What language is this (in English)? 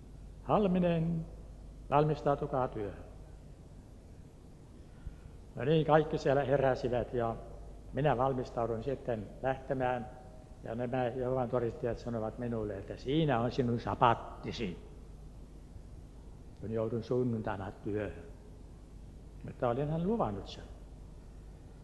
Finnish